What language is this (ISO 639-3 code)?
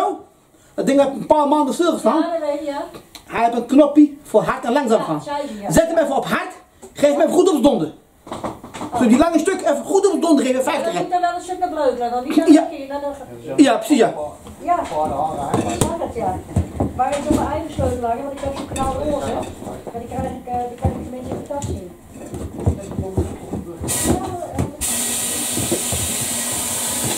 nld